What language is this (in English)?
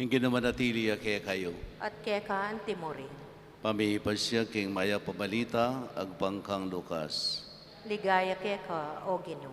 Pampanga